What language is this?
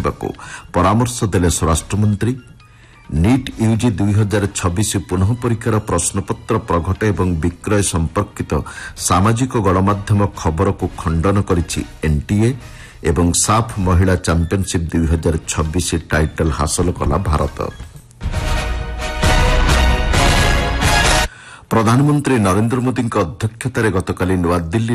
Odia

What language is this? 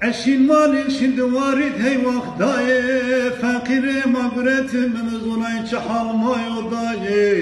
Zaza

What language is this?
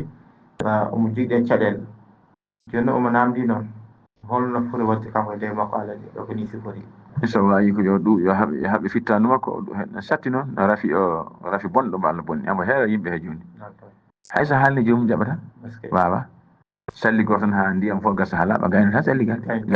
Fula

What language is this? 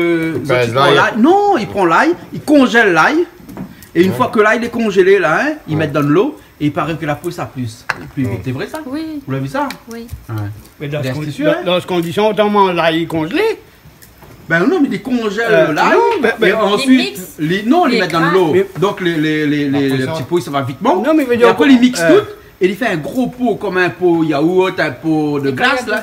Réunion Creole French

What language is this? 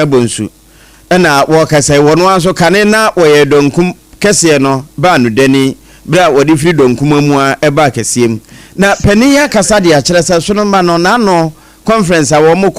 Akan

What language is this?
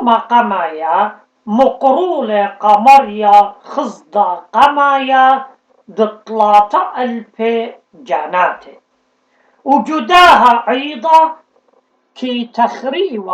Assyrian Neo-Aramaic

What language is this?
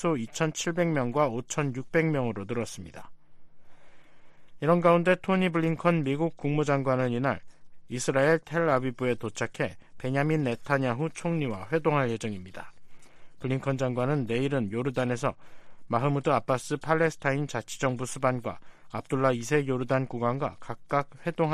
Korean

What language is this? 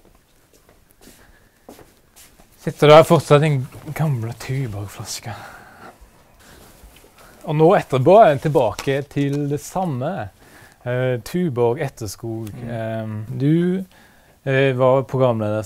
Norwegian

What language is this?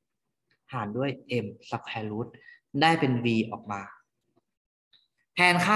Thai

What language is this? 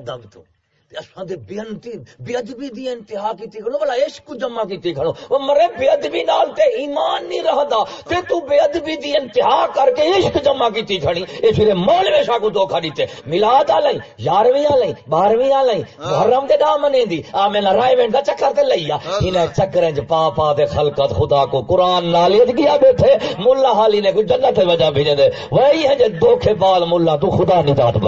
Saraiki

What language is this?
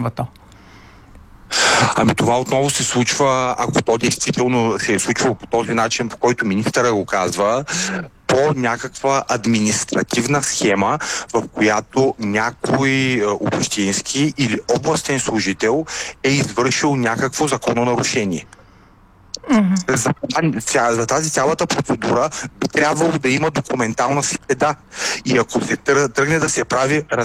Bulgarian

